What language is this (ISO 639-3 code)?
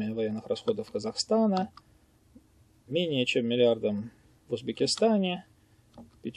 rus